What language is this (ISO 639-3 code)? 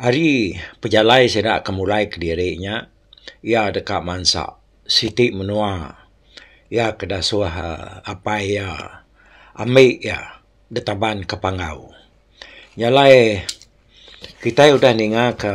iba